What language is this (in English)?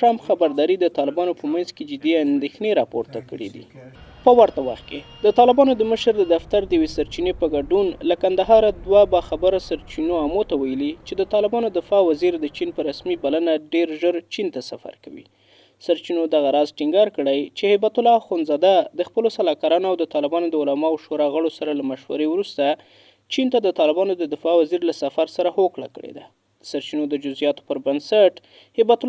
Pashto